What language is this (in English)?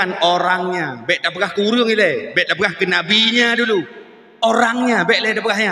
Achinese